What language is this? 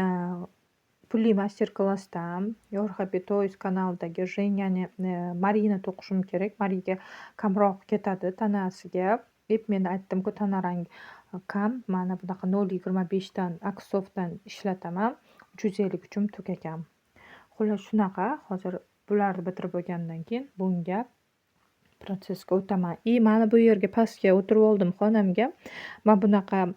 Uzbek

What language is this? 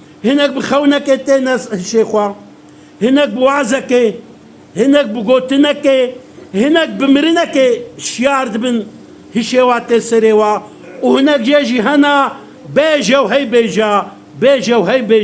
Kurdish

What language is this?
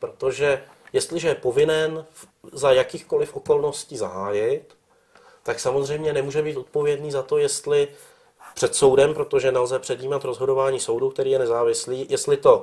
Czech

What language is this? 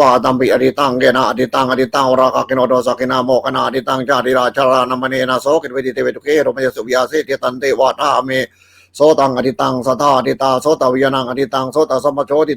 Pali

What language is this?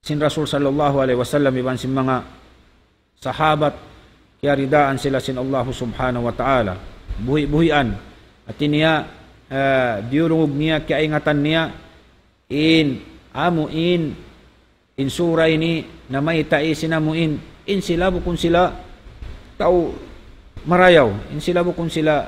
Tausug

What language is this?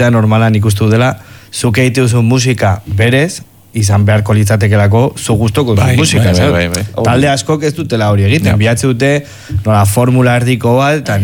Basque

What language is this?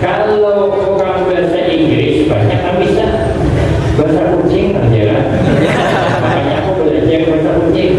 Banjar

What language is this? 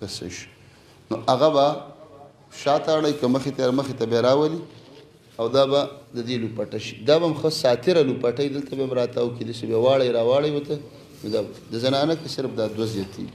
Pashto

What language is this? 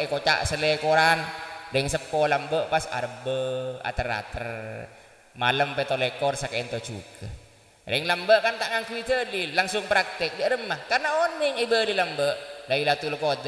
Madurese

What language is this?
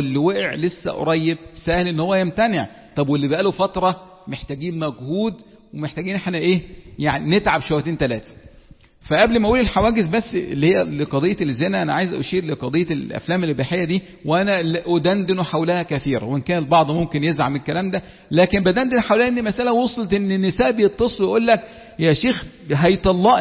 Egyptian Arabic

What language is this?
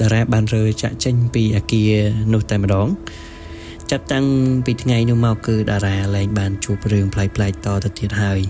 Khmer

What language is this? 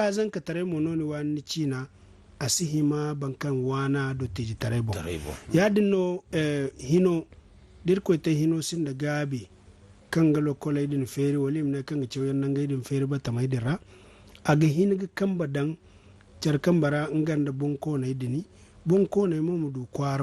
Zarma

